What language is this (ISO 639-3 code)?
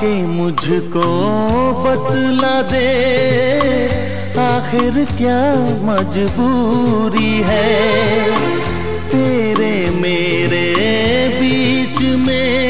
hin